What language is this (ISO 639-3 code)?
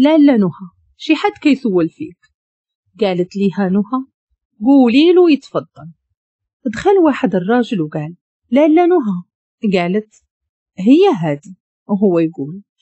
ary